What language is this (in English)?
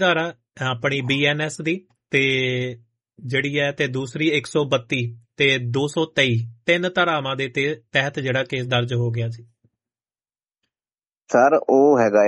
Punjabi